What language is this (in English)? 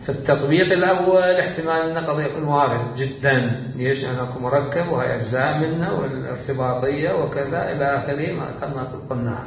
Mesopotamian Arabic